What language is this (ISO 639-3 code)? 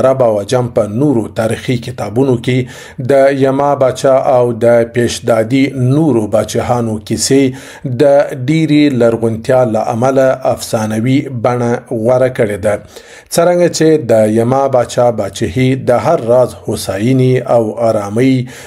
pus